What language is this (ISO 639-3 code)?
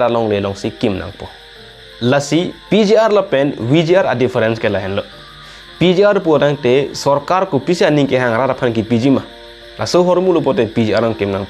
mjw